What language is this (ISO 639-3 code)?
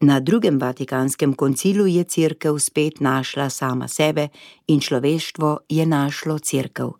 slv